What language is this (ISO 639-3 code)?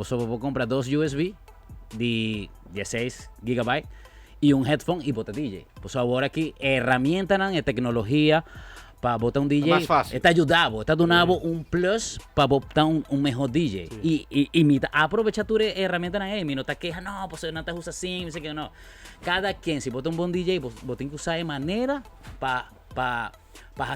pap